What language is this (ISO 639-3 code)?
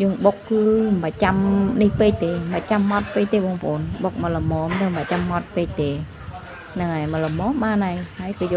khm